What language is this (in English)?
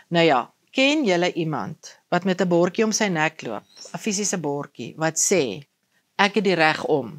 Afrikaans